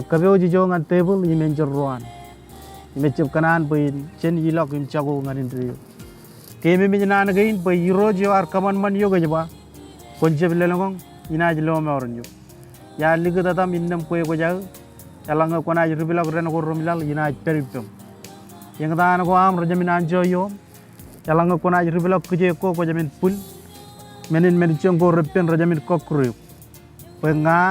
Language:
Marshallese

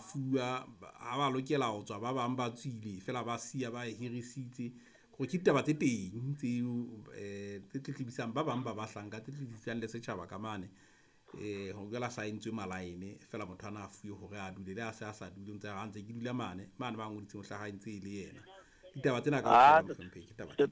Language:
Southern Sotho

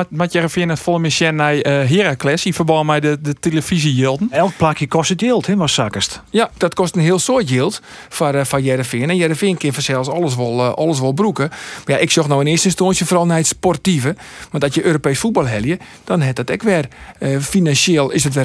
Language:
Western Frisian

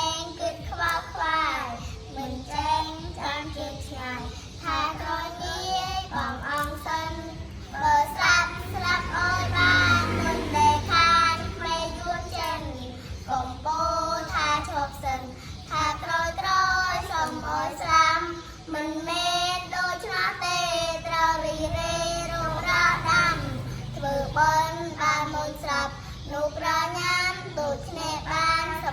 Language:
Khmer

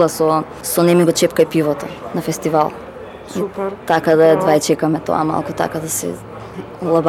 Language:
Macedonian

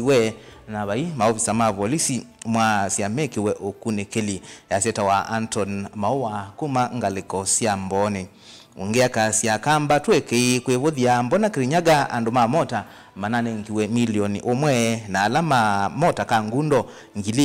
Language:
Kamba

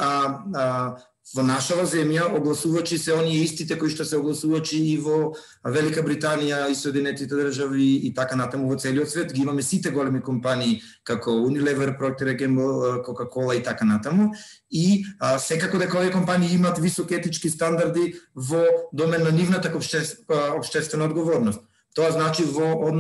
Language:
Macedonian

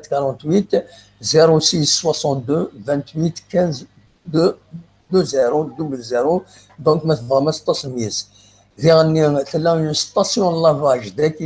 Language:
Kabyle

